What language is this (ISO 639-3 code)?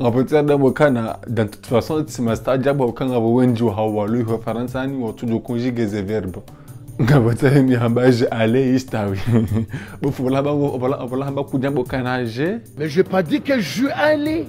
zdj